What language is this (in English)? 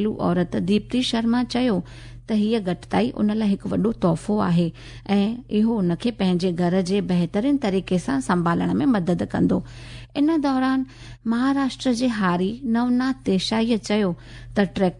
Sindhi